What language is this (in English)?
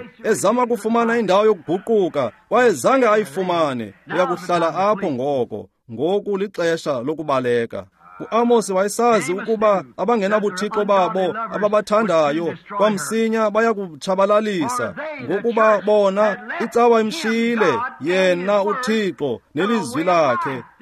Xhosa